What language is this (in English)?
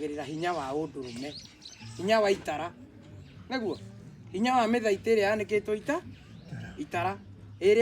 Kikuyu